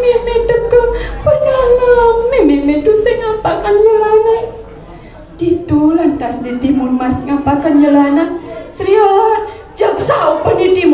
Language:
Balinese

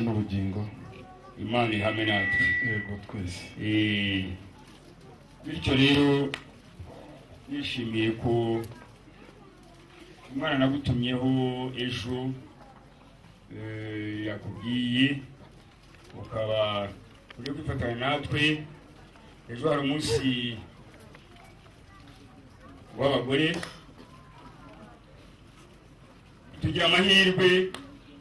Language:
Kinyarwanda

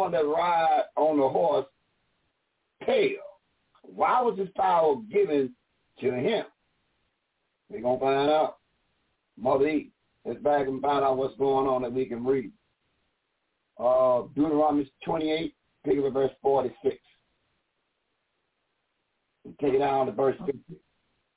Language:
English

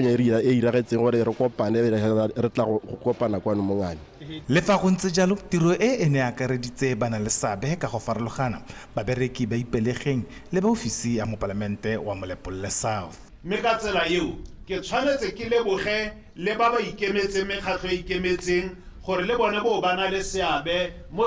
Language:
Tswana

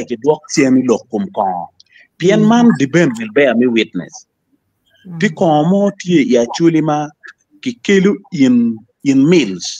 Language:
Acoli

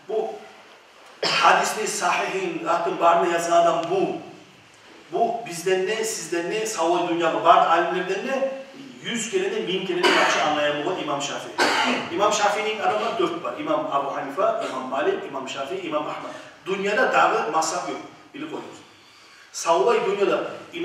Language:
Kumyk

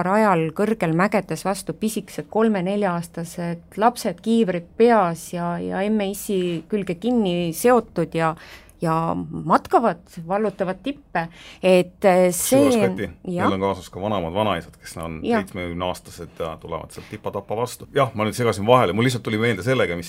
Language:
Estonian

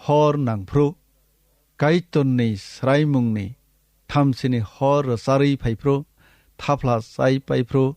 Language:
Kok Borok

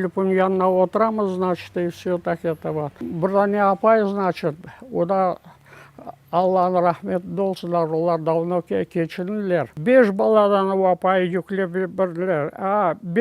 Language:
Crimean Tatar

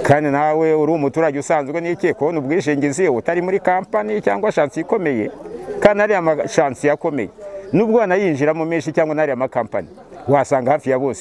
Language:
Kinyarwanda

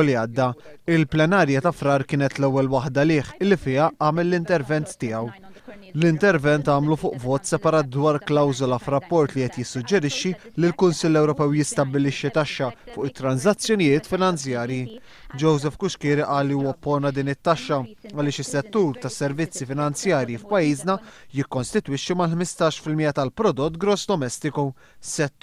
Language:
Maltese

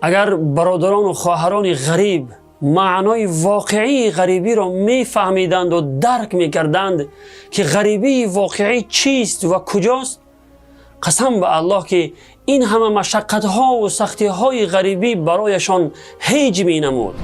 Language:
Tajik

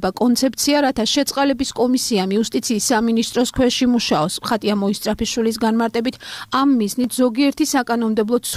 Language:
Georgian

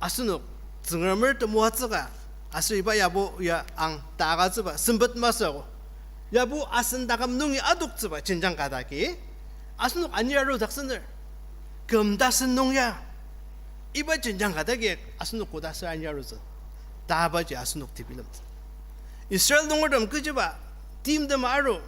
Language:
Ao Naga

